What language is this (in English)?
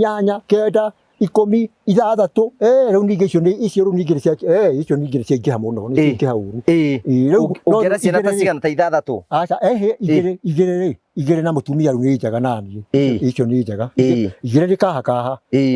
Kikuyu